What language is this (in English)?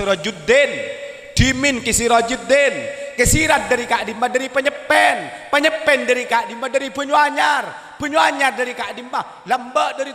Madurese